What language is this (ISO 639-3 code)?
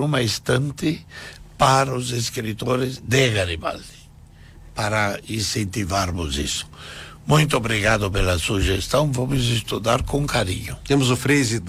por